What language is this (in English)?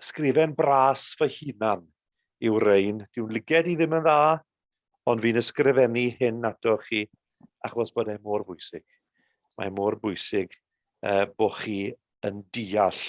Welsh